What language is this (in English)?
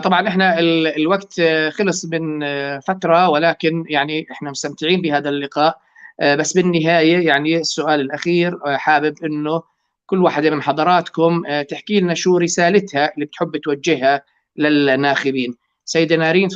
North Levantine Arabic